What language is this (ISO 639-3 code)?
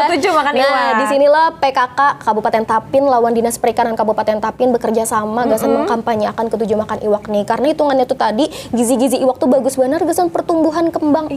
bjn